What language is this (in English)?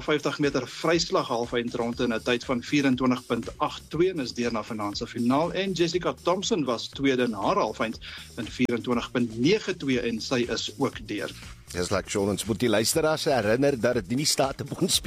Afrikaans